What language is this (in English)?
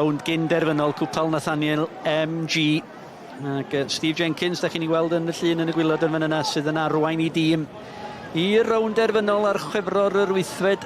Welsh